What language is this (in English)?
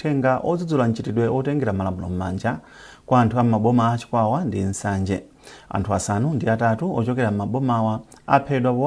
Nyanja